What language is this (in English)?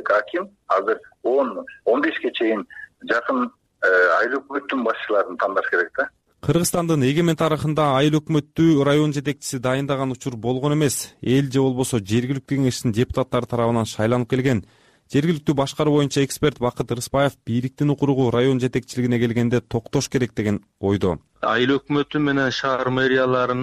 Kyrgyz